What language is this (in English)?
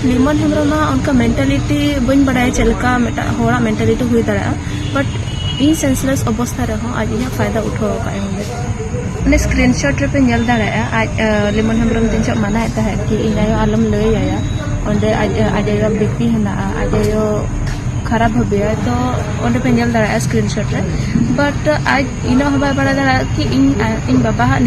Santali